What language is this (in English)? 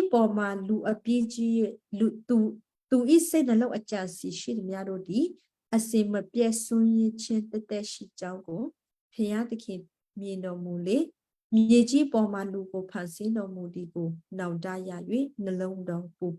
Western Kayah